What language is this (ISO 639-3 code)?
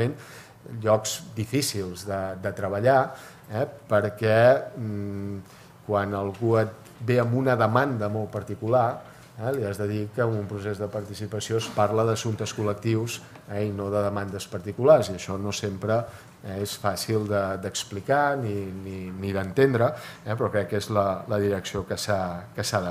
cat